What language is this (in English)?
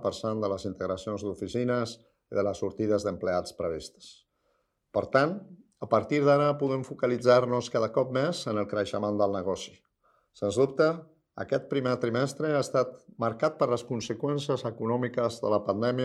Catalan